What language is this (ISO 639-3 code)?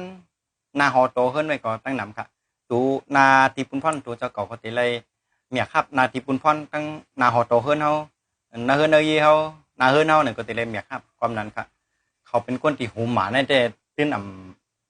shn